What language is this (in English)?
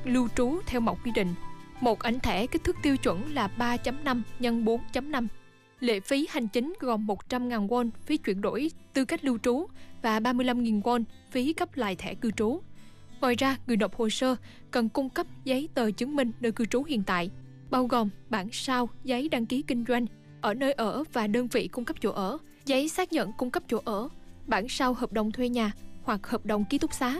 Vietnamese